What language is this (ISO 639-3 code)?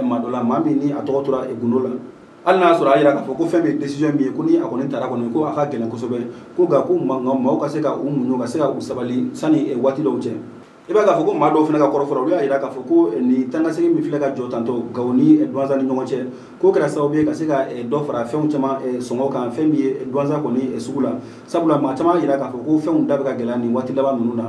bam